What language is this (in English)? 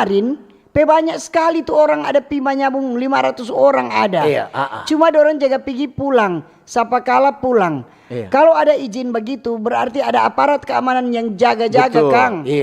Manado Malay